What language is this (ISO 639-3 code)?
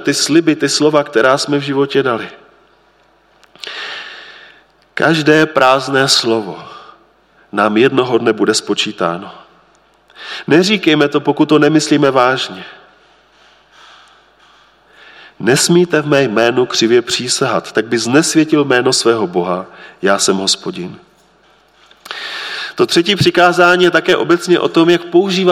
ces